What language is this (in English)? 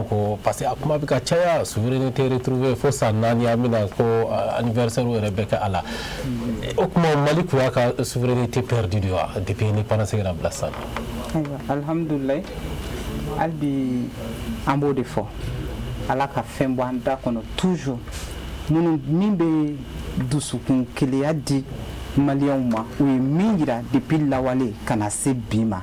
Bambara